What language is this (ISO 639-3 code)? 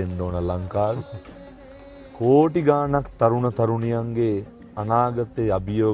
sin